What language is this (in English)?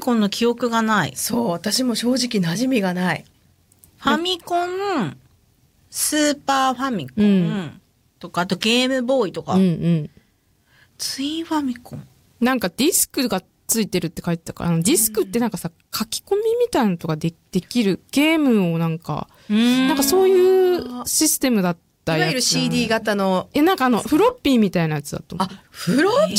Japanese